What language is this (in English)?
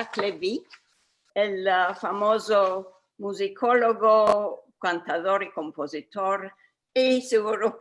Ladino